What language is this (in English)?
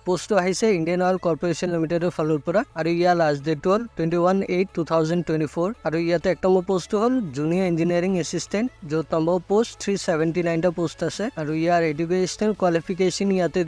Assamese